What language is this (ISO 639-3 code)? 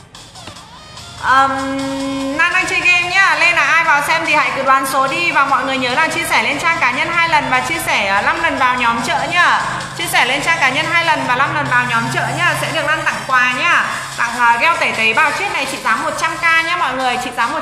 vie